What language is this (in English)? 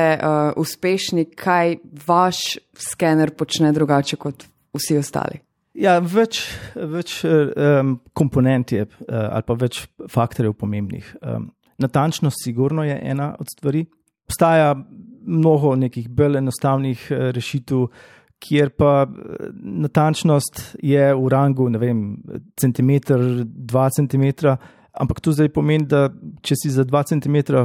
Slovenian